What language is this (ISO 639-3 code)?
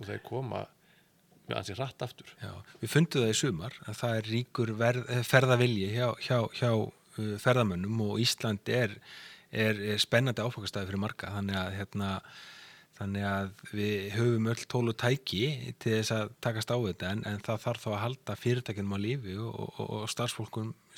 isl